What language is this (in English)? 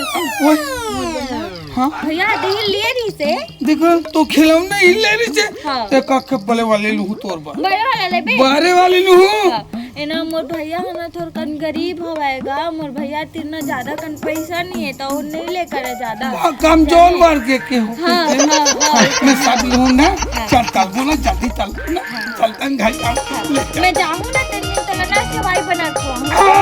Chhattisgarhi